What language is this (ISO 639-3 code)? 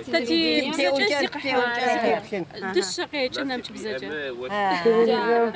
ady